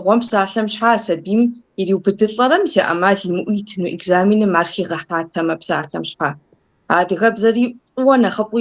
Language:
Kabardian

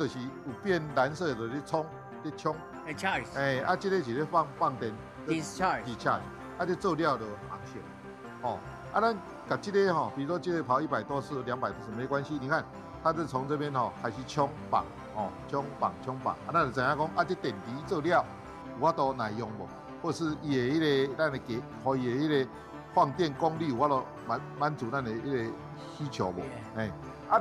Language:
Min Nan Chinese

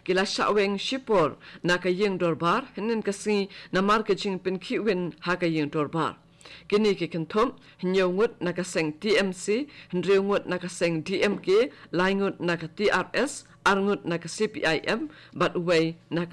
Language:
Khasi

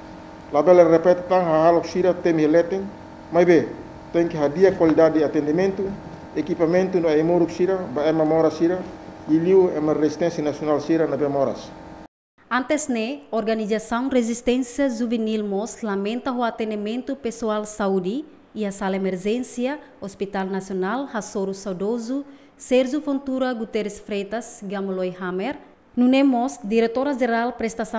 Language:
Tetum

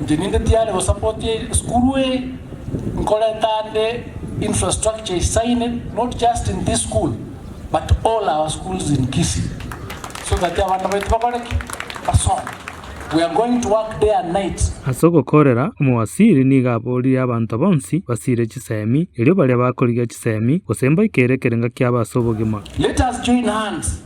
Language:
Gusii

